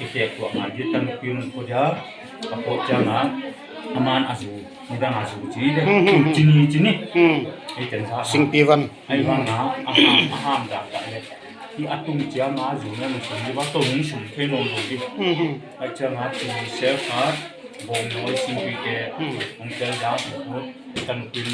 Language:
Paite Chin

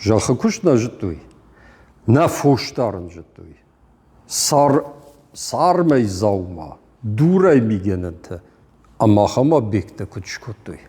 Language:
Ossetic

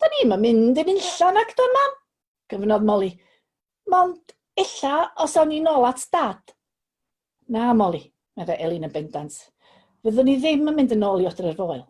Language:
Welsh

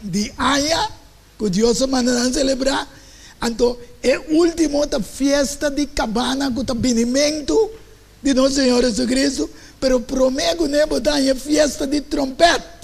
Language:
Papiamento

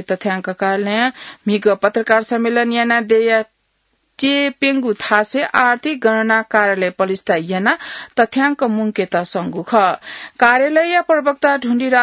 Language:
Newari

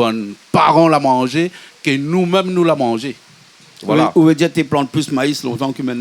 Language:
Réunion Creole French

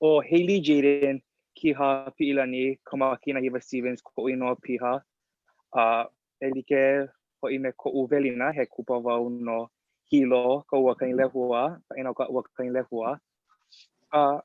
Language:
Hawaiian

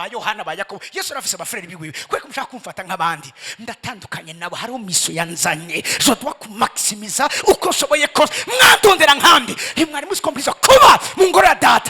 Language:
Rundi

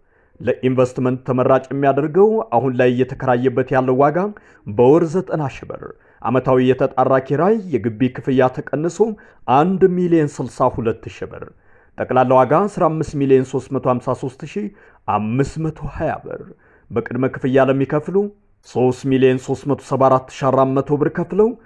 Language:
Amharic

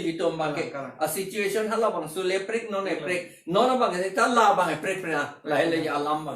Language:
Karbi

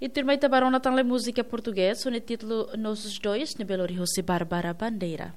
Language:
Tetum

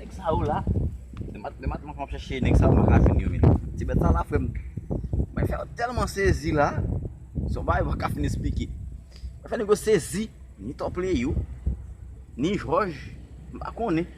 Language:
Haitian Creole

